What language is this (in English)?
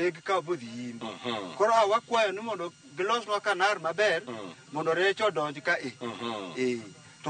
Luo (Kenya and Tanzania)